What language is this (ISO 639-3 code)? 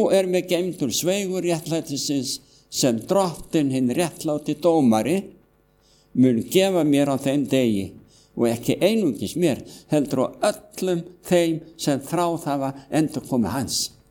isl